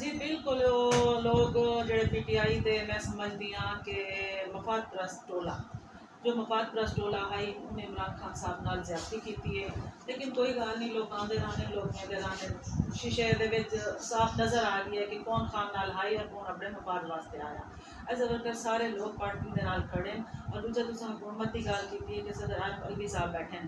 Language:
Saraiki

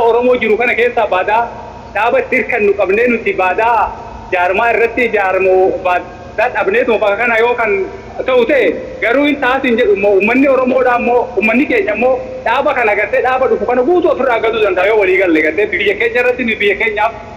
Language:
Oromo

